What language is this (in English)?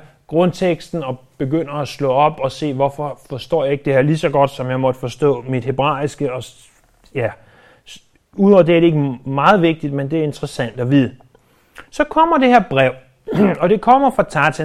Danish